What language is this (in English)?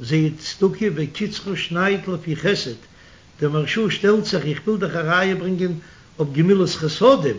Yiddish